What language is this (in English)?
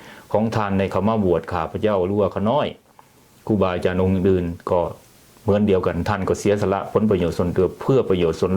Lao